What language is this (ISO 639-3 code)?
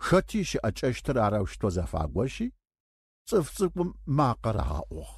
ady